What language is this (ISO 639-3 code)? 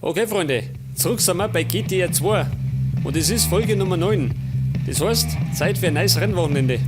bar